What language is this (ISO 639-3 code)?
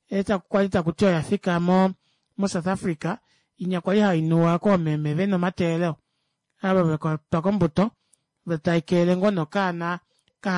kua